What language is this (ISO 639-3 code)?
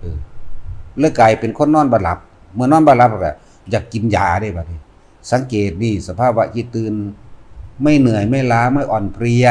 lao